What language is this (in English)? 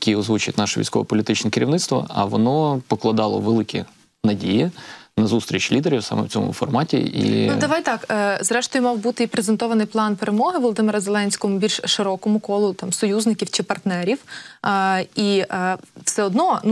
Ukrainian